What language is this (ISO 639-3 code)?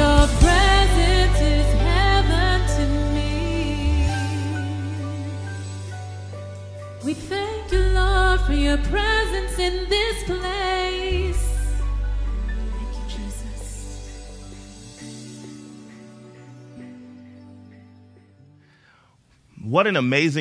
eng